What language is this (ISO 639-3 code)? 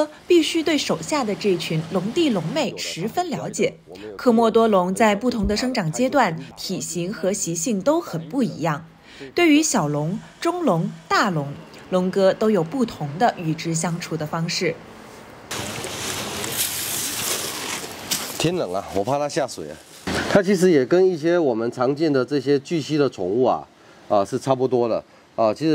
zho